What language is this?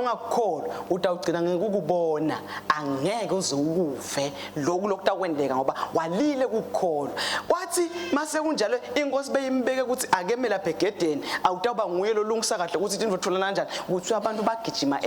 Swati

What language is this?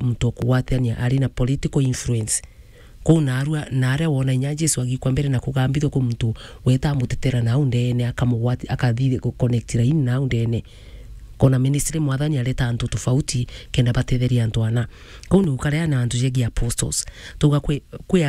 Meru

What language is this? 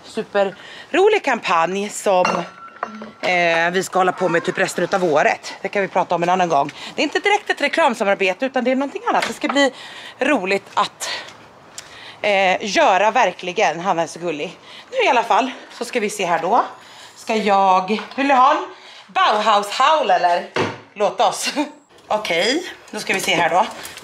Swedish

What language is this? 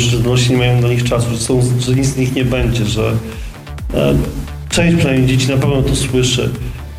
Polish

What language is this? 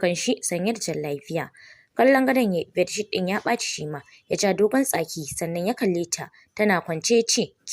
Hausa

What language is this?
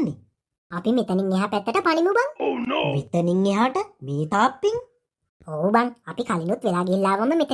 Sinhala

